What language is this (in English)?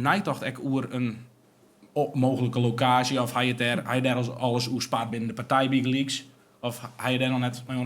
Western Frisian